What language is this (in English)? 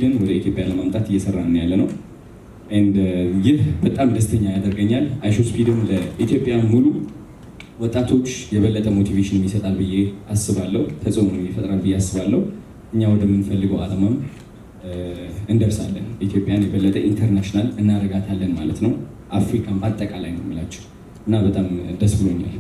Amharic